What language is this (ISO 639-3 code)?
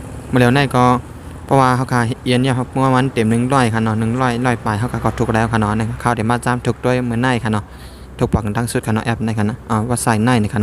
shn